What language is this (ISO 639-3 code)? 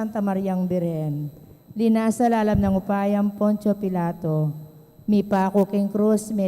pam